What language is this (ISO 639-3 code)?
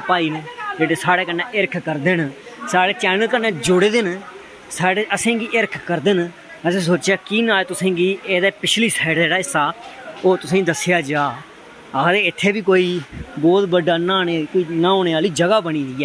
doi